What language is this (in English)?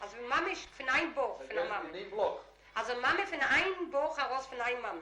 Yiddish